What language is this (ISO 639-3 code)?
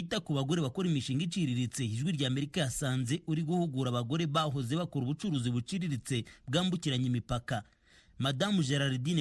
run